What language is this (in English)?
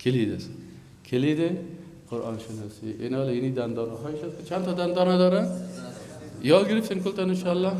Persian